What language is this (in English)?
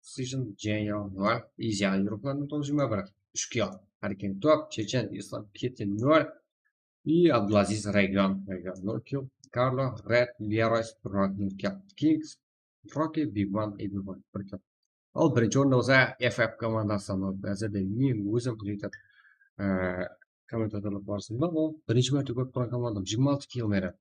Kara-Kalpak